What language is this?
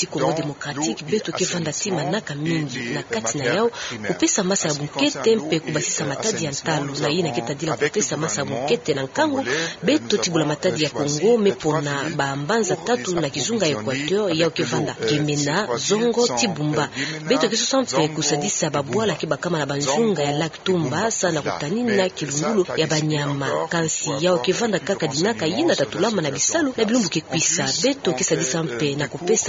Kituba (Democratic Republic of Congo)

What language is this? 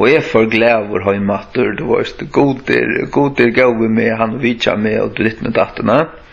Faroese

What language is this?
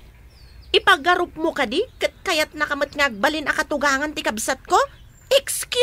Iloko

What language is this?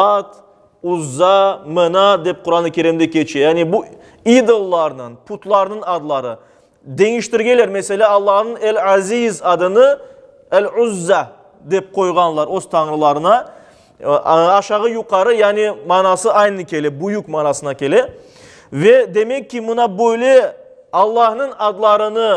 Crimean Tatar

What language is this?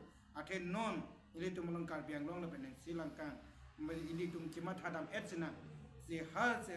Karbi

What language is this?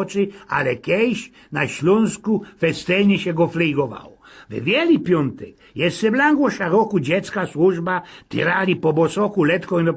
Silesian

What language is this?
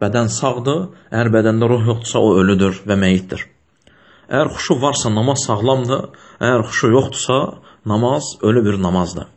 Azerbaijani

